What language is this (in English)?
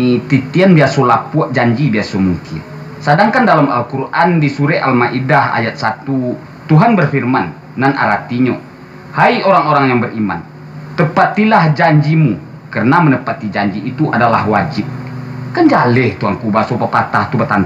Minangkabau